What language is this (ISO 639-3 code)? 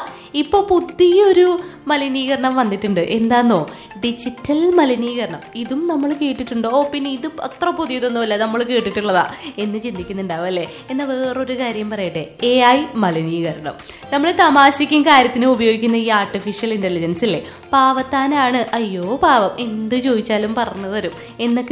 mal